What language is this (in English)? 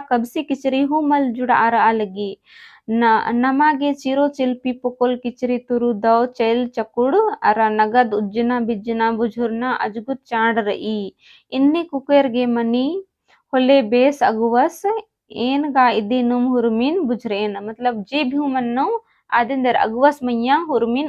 Kurukh